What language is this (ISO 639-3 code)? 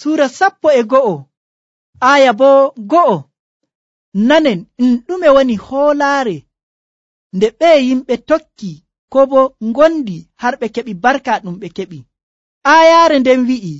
fuv